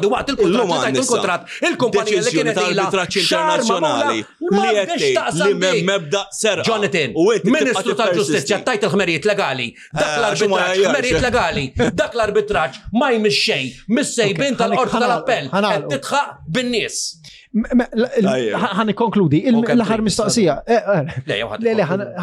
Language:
Maltese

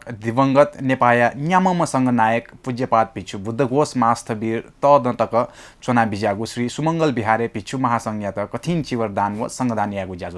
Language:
Newari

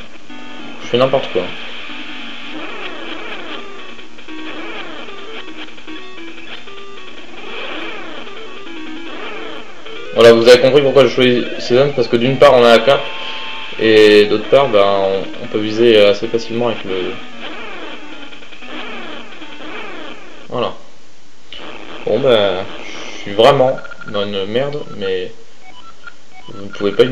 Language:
French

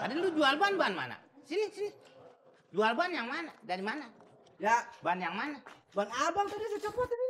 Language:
Betawi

